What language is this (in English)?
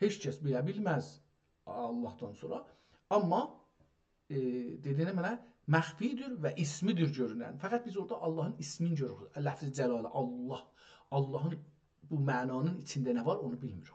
South Azerbaijani